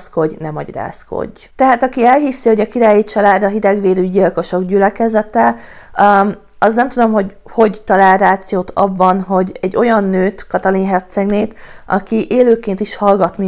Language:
Hungarian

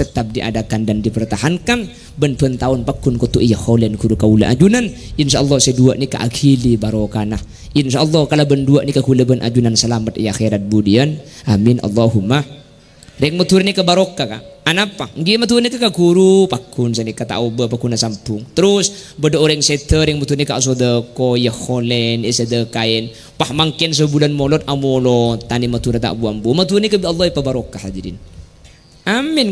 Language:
Madurese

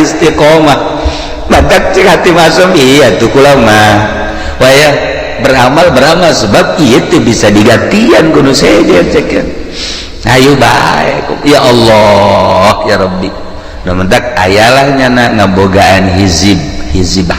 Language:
Sundanese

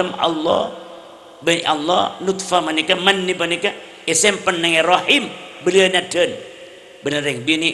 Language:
Madurese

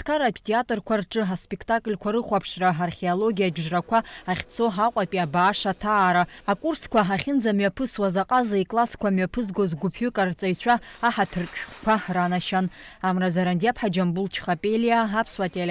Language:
Abkhazian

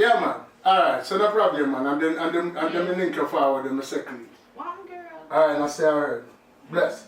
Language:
Jamaican Creole English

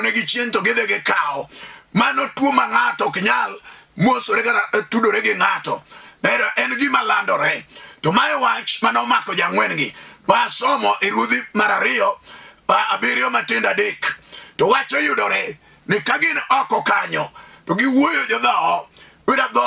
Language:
Luo (Kenya and Tanzania)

